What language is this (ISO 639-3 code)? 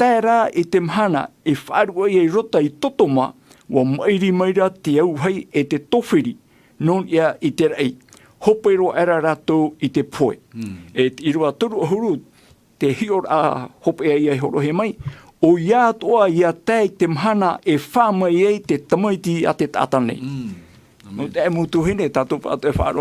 tah